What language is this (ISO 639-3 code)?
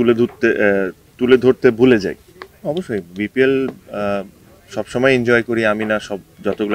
ben